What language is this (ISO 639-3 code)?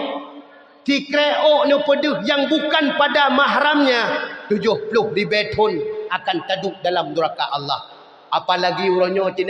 ace